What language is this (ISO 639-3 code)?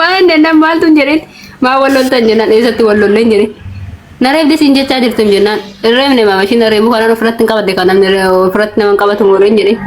orm